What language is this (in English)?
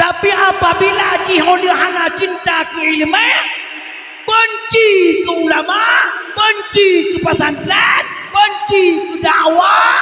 Achinese